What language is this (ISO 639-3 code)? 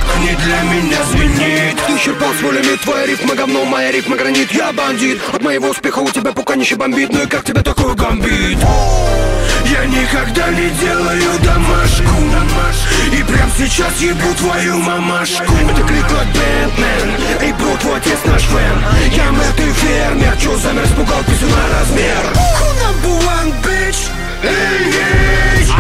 rus